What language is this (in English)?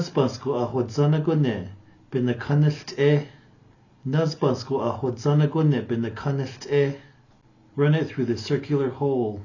Navajo